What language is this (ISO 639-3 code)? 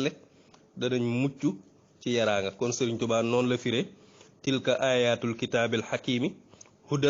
wol